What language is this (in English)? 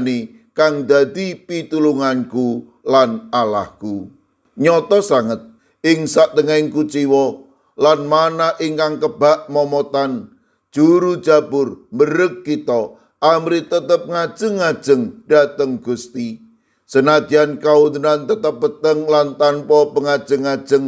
Javanese